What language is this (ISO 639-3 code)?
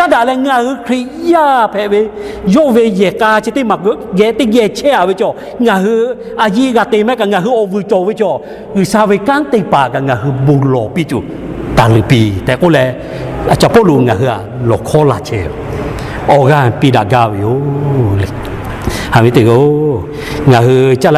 lhu